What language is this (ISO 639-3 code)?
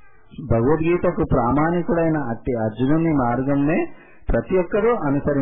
tel